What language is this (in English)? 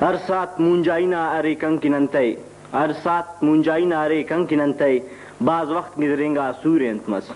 Brahui